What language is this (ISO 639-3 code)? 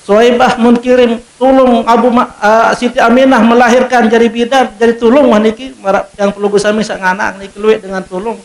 sas